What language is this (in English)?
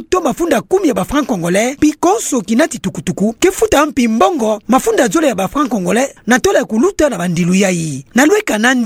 Kituba (Democratic Republic of Congo)